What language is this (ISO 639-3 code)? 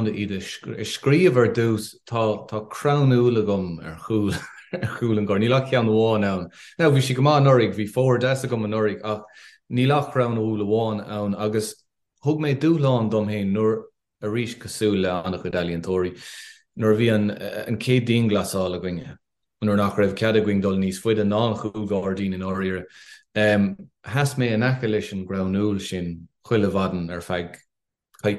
gle